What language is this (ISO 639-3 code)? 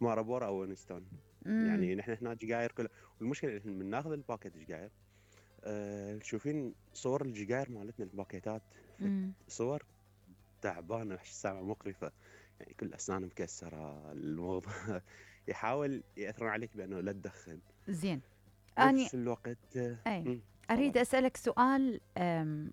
acm